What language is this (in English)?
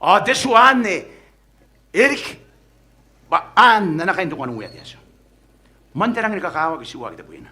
Gilbertese